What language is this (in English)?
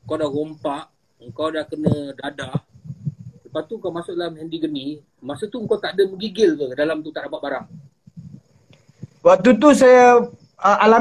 Malay